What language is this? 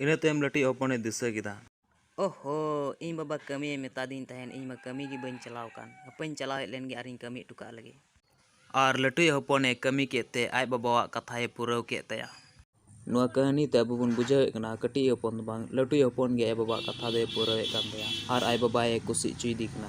Santali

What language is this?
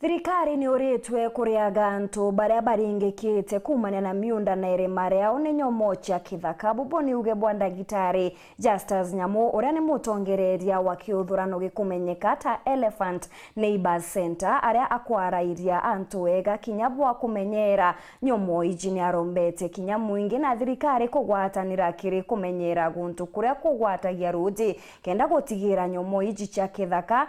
Meru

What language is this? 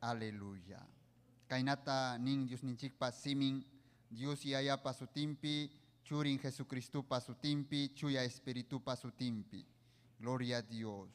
Ayacucho Quechua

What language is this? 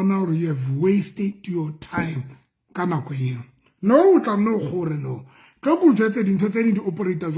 Southern Sotho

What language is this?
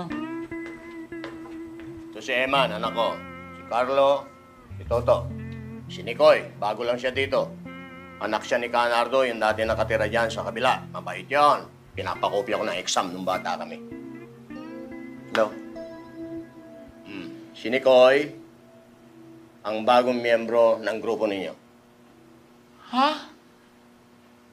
Filipino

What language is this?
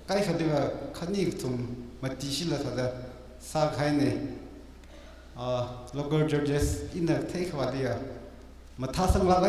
Tangkhul Naga (India)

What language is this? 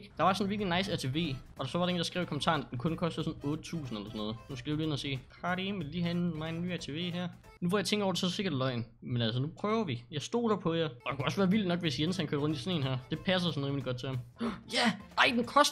Danish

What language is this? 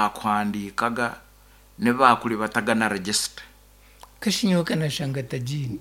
Nyankole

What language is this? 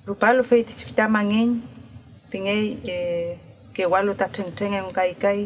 Mapuche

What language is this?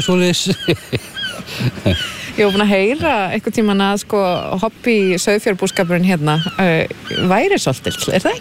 Icelandic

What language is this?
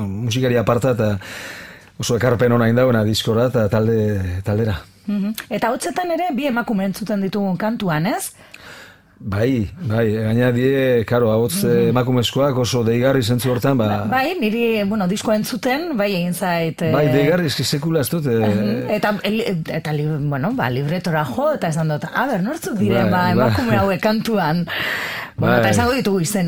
Basque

